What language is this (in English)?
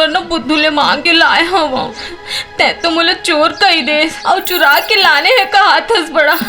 Chhattisgarhi